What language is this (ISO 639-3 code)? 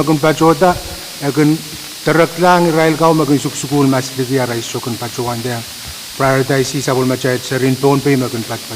pon